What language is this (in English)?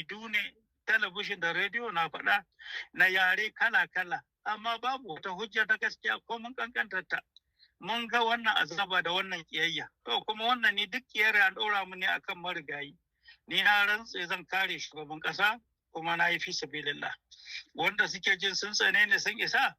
Hausa